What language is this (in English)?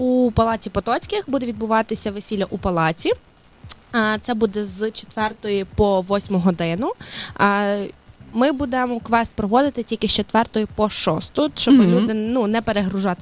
Ukrainian